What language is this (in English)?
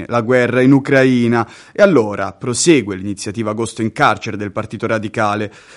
Italian